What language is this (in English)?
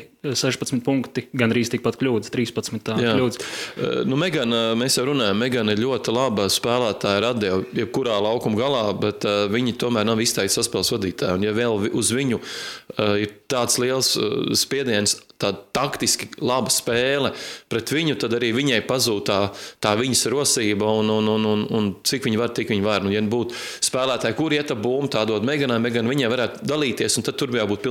Latvian